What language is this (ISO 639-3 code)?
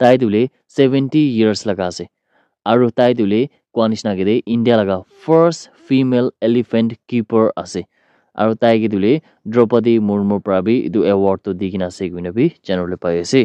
nag